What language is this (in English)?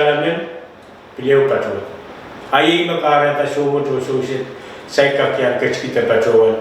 Pohnpeian